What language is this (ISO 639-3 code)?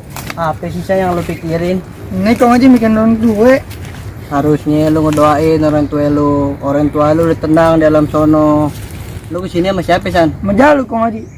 bew